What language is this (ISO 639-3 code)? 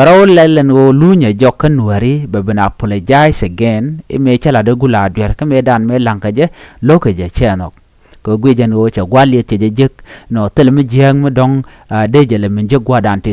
nus